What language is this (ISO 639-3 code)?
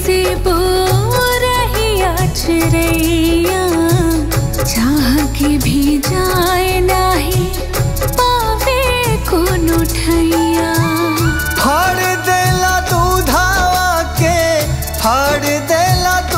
bho